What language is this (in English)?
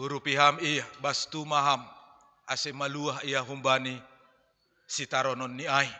Batak Simalungun